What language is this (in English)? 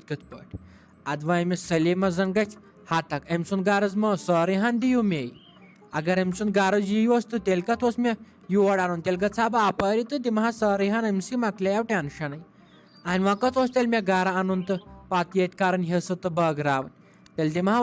Kashmiri